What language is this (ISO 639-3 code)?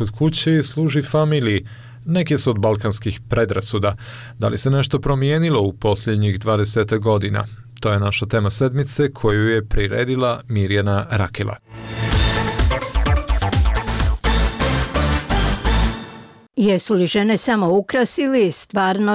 bos